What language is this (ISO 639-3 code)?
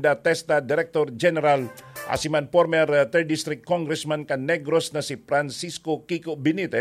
bik